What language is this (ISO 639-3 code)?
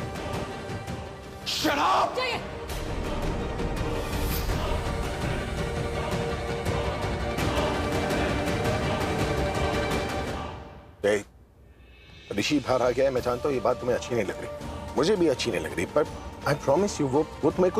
hin